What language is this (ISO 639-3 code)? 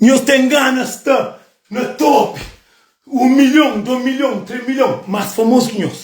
kea